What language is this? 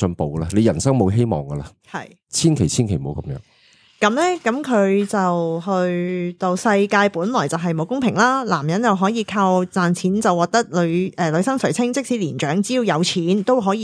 Cantonese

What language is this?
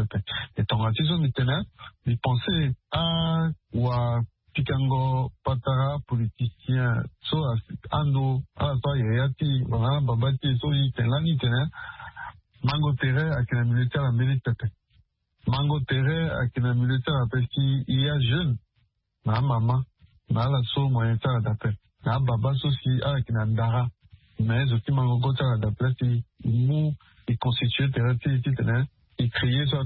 Sango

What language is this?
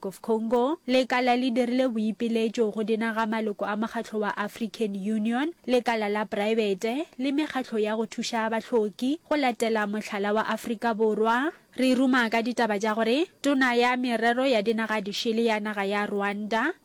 Northern Sotho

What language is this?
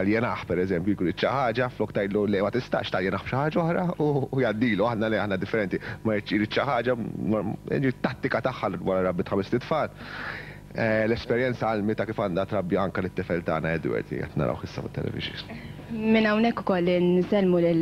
Maltese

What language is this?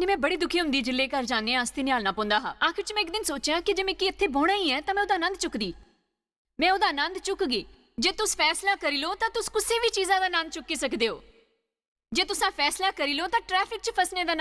Dogri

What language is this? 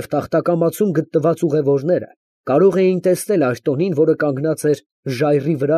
Armenian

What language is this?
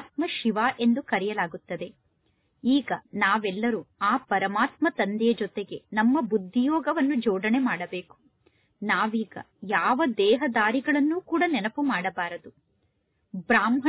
Kannada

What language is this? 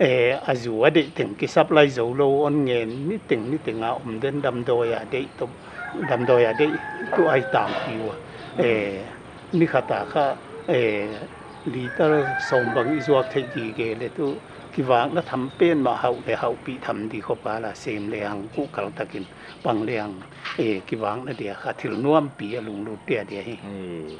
Paite Chin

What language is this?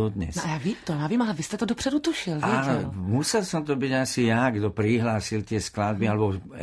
Slovak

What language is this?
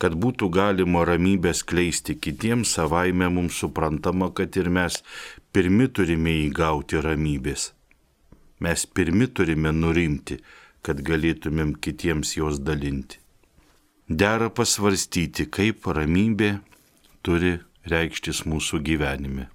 Lithuanian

